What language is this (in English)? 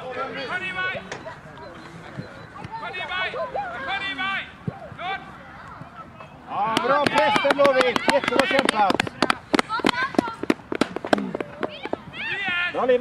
Swedish